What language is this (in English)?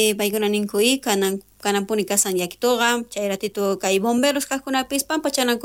South Bolivian Quechua